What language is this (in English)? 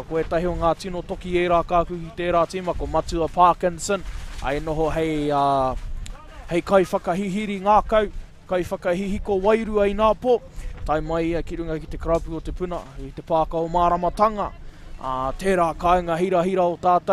Māori